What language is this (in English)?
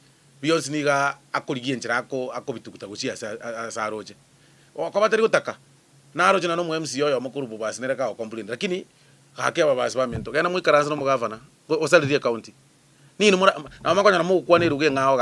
Gusii